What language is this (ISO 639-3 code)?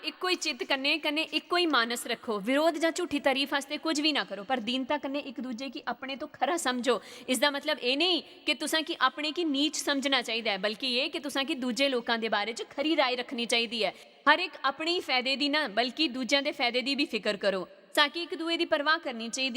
doi